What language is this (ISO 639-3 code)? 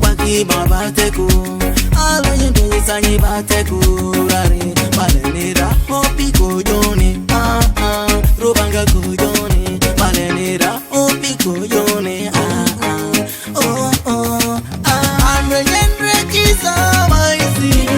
mhi